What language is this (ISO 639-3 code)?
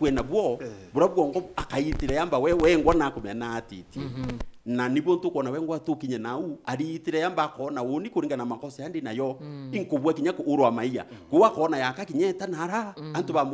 mer